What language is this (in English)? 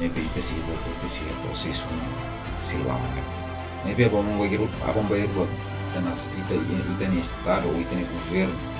Tetum